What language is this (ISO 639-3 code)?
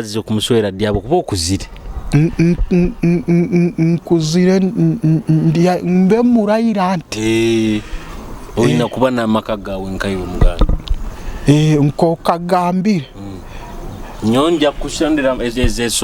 nyo